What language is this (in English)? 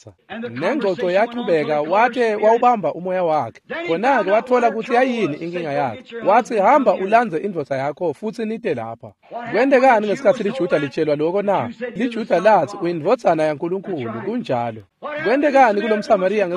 Swati